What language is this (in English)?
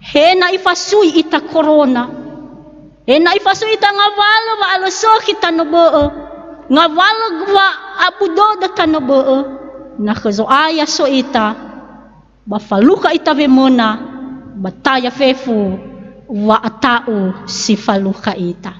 Nias